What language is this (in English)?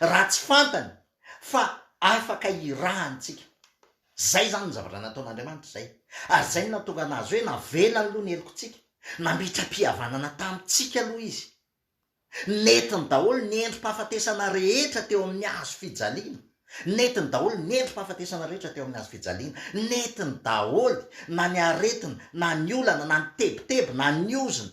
Malagasy